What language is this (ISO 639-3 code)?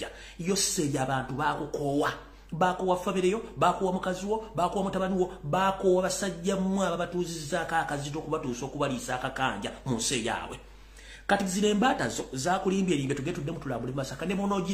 lug